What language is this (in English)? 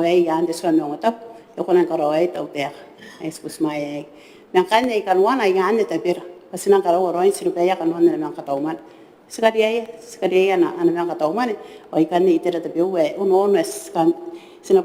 Gilbertese